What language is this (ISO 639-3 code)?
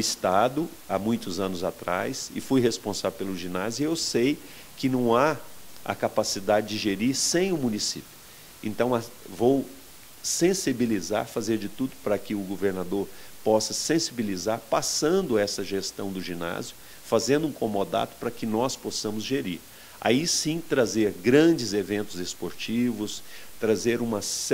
por